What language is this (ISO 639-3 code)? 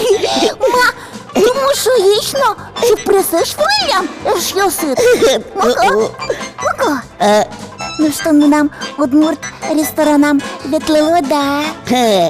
udm